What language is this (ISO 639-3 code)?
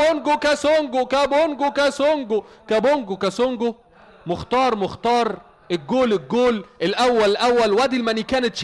arz